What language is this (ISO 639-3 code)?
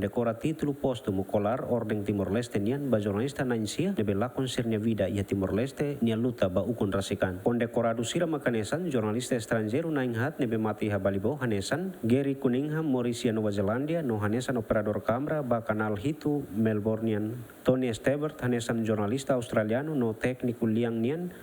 tet